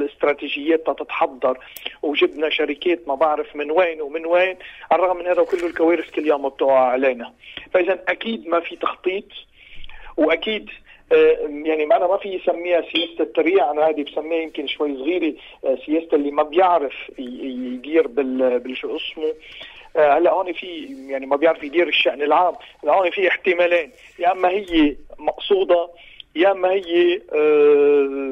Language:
North Levantine Arabic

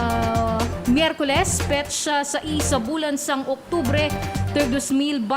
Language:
Hiligaynon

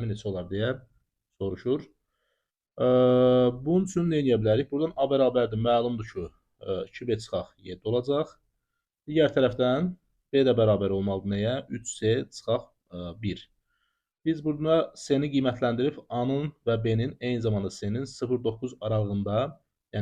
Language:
Azerbaijani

